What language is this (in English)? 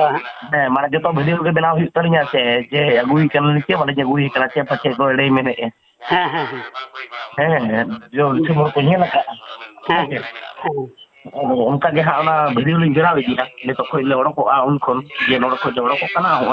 Santali